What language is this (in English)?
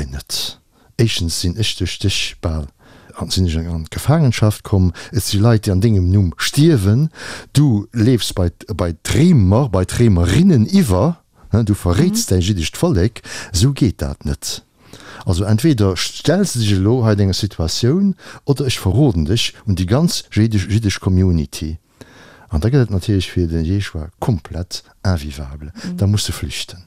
Luxembourgish